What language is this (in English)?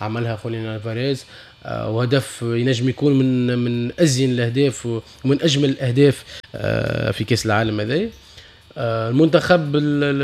Tunisian Arabic